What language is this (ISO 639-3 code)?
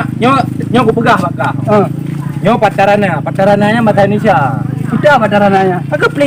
ace